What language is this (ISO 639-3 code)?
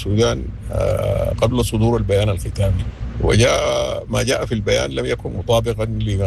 apd